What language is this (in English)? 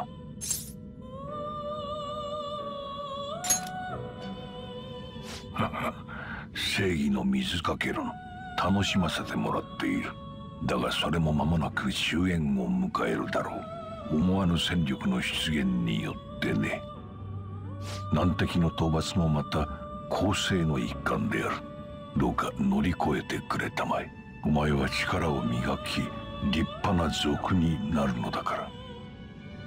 Japanese